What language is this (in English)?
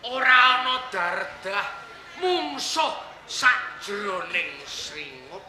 Javanese